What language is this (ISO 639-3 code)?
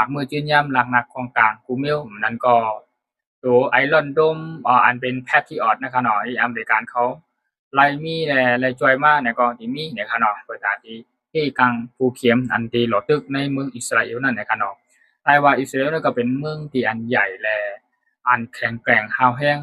shn